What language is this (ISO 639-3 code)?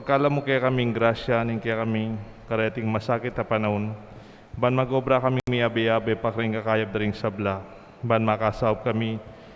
pam